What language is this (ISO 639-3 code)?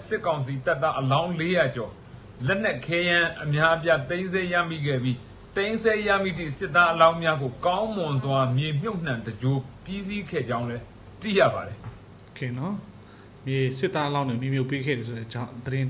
mya